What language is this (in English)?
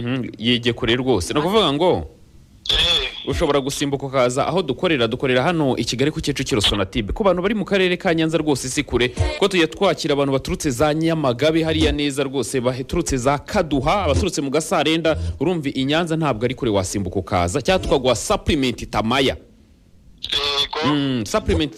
Kinyarwanda